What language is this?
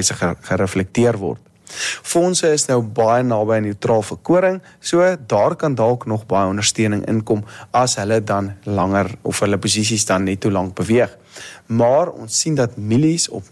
Afrikaans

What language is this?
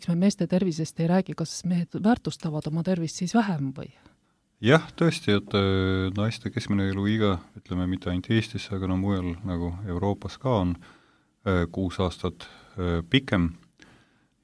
Estonian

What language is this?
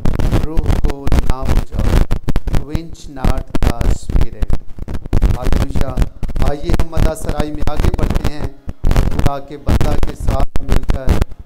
Hindi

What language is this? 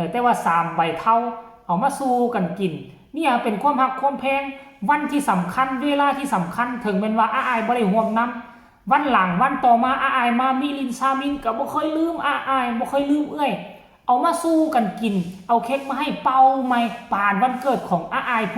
Northeastern Thai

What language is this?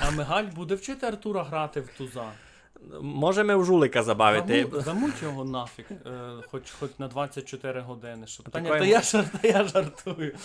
Rusyn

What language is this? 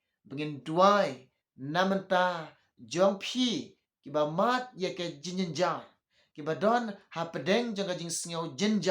Khasi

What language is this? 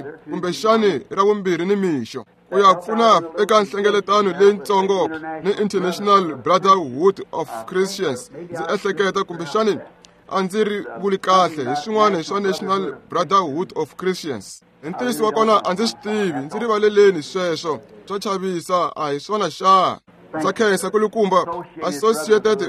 Tsonga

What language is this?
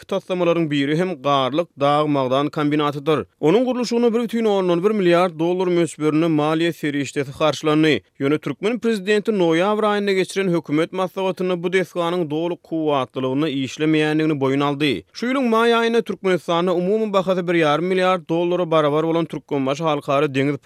Turkmen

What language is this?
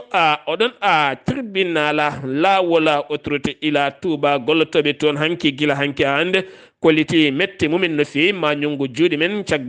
Fula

